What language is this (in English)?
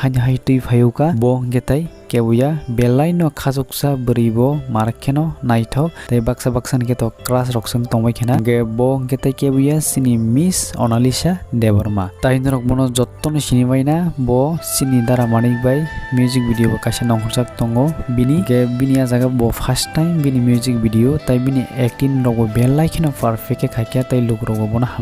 Kok Borok